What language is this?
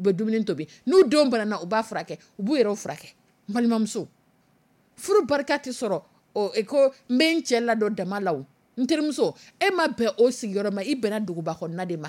Dyula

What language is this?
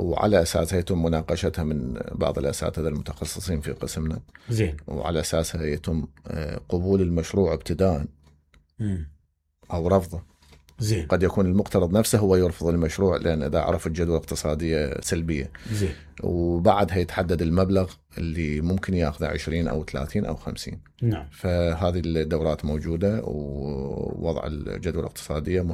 Mesopotamian Arabic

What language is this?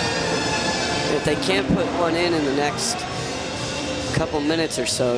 English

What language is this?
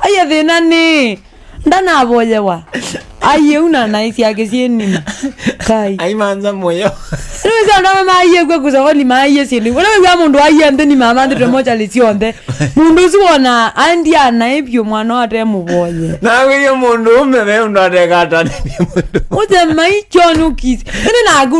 Kamba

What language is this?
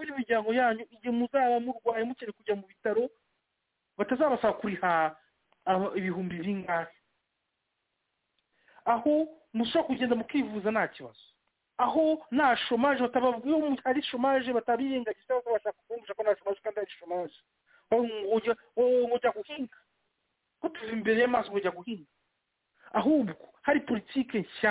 Kinyarwanda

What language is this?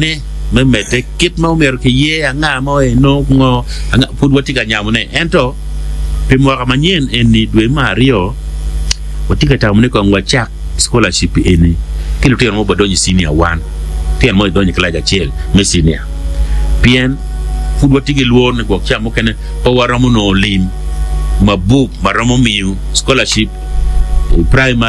Acoli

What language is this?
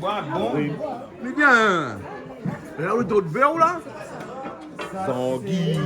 Réunion Creole French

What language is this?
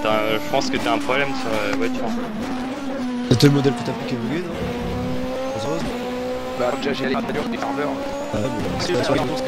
French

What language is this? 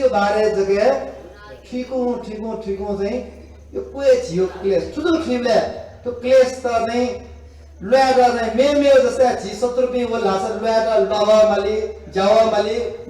Newari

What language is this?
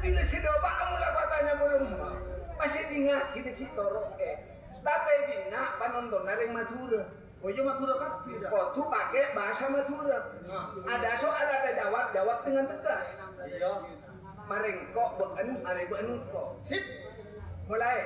Madurese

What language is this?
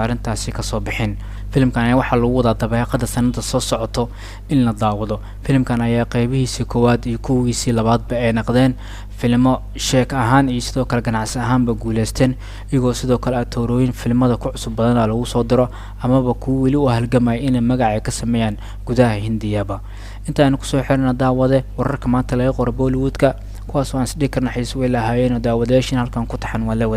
Somali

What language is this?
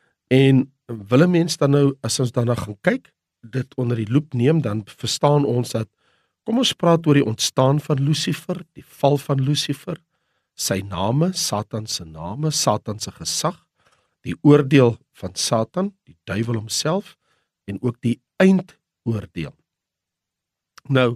Afrikaans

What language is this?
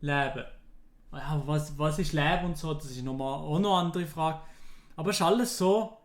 Swiss German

